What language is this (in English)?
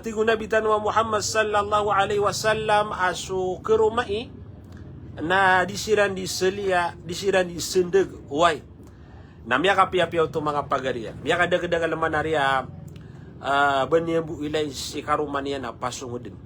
Maranao